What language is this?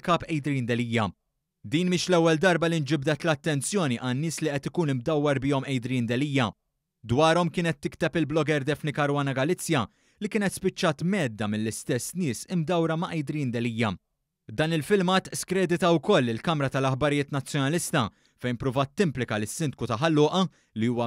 Maltese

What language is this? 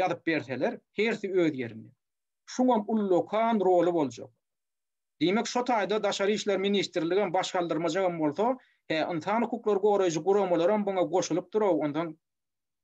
Turkmen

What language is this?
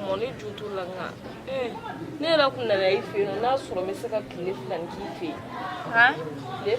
Bambara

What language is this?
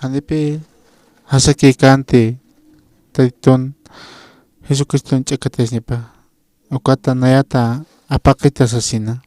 Aymara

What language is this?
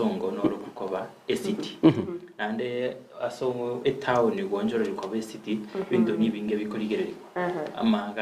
Gusii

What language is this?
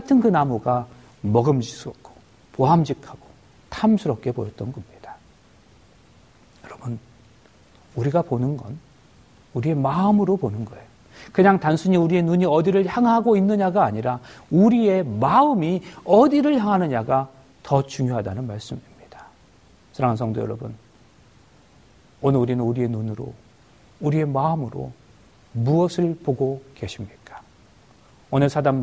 Korean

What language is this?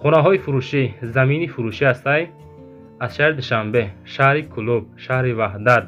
Tajik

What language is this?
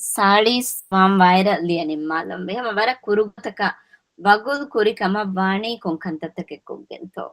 Divehi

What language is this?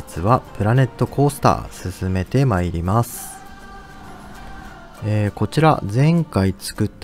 Japanese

